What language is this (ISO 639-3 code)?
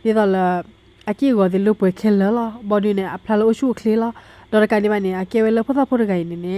ksw